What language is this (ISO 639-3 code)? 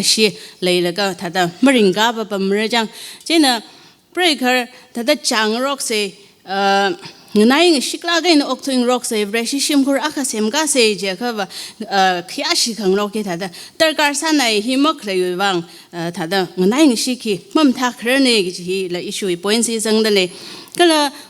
nmf